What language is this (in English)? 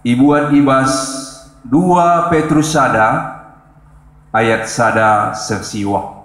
Batak Karo